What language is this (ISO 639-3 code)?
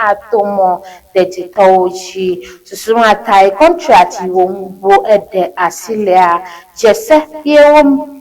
ewe